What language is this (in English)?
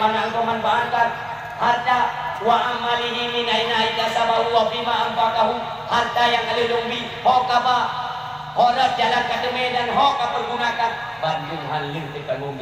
Achinese